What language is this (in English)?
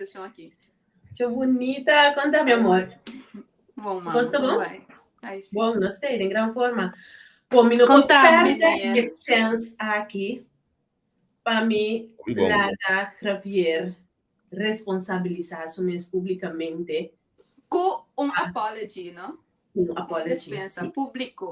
Papiamento